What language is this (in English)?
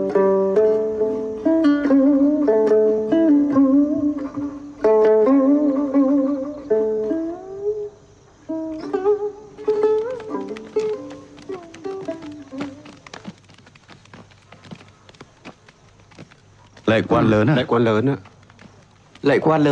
Vietnamese